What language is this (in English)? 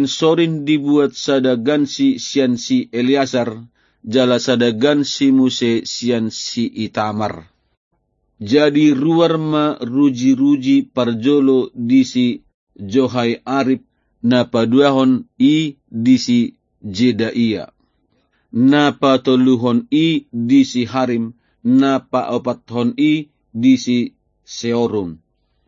Batak Toba